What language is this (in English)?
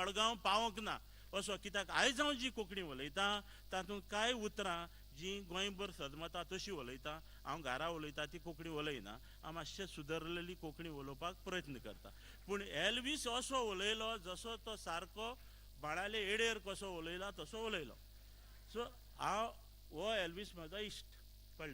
Konkani